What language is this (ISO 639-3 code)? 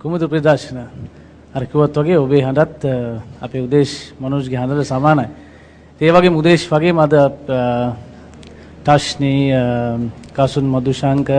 sin